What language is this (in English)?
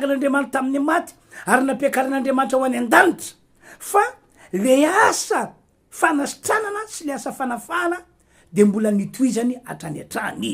Malagasy